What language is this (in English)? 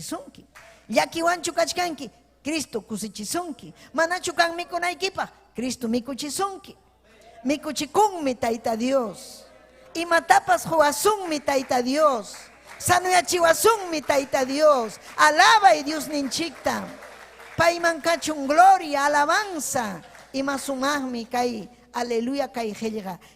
Ayacucho Quechua